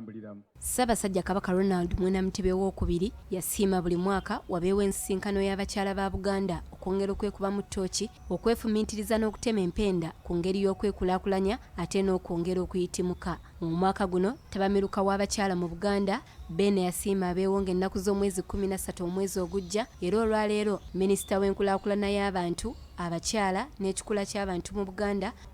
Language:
Ganda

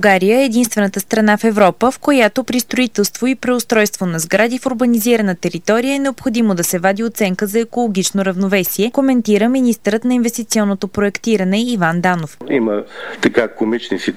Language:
Bulgarian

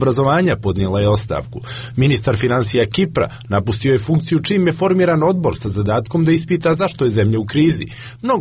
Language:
Croatian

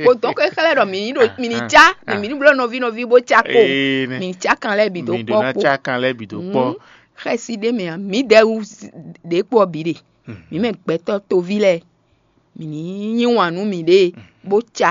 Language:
Fon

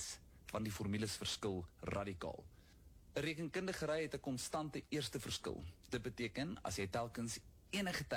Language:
Afrikaans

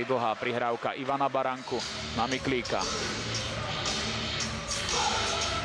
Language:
Slovak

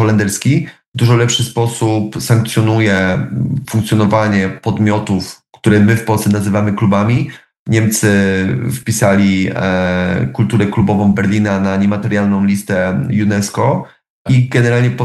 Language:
Polish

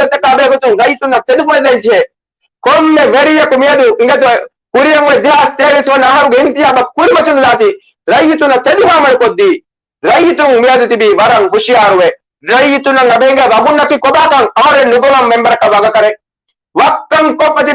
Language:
Divehi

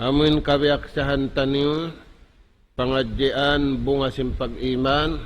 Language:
Tausug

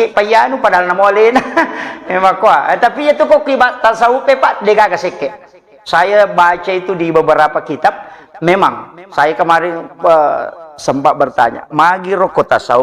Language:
Buginese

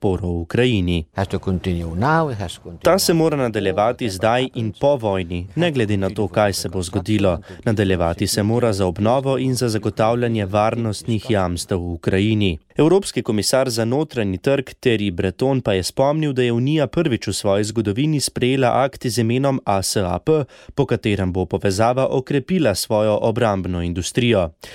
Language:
Slovenian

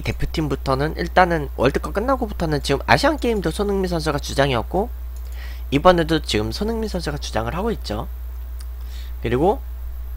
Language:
Korean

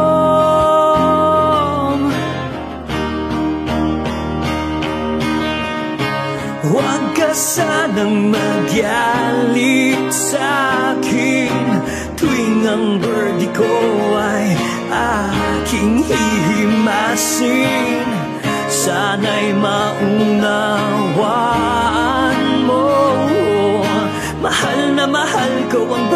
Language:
Filipino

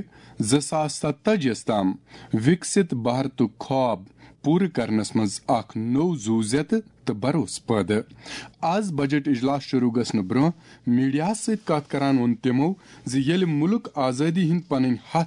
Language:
Kashmiri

